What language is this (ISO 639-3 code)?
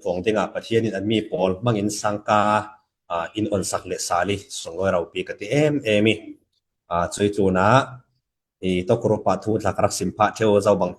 cfm